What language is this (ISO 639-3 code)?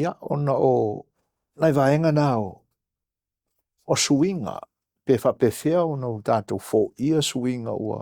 smo